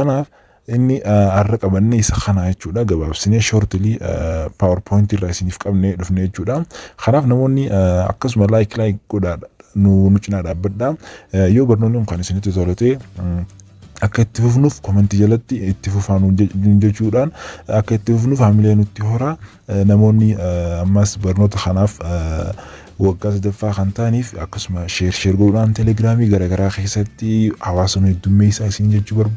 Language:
Oromo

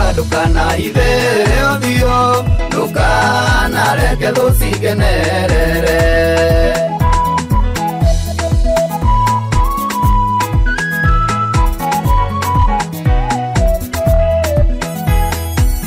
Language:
Kikuyu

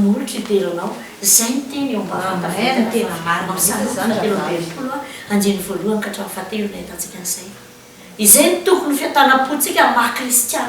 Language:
Malagasy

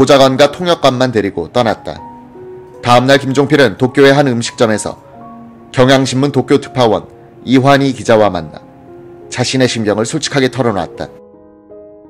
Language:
Korean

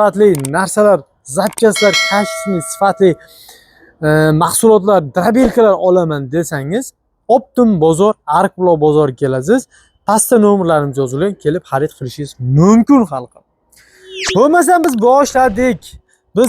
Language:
Uzbek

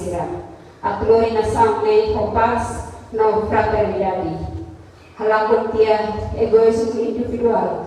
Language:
Tetum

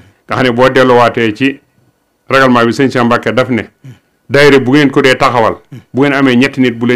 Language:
Wolof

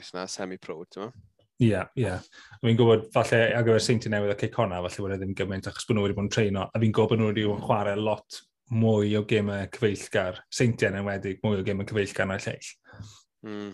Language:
Welsh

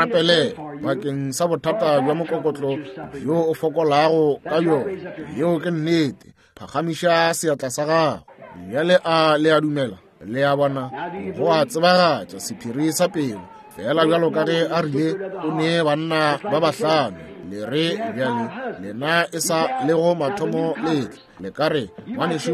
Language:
Northern Sotho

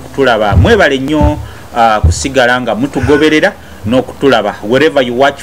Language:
Ganda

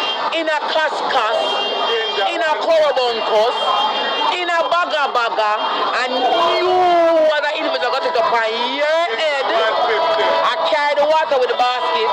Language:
Jamaican Creole English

